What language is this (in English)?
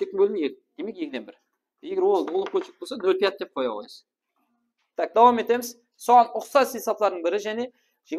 Kara-Kalpak